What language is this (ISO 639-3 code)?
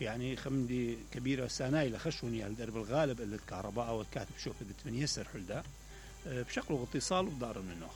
acm